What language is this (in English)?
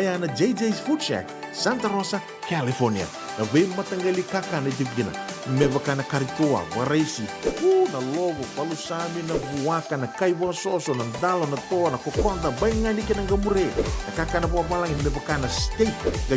Fijian